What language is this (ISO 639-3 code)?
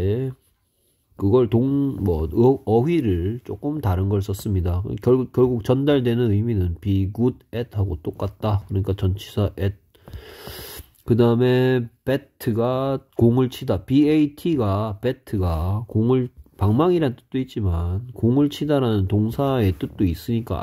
kor